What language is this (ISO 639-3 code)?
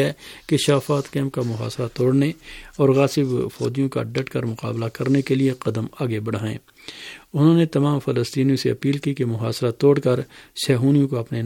urd